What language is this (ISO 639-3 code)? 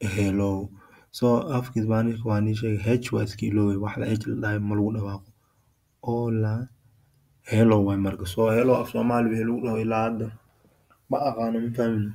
som